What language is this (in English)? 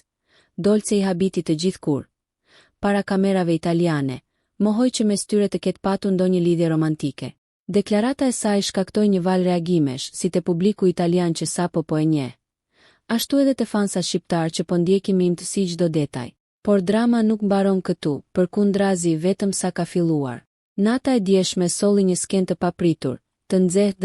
Albanian